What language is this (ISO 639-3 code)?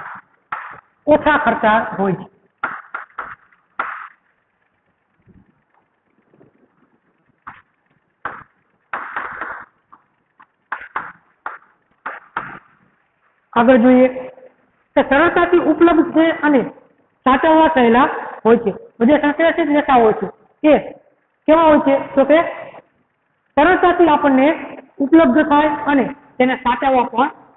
guj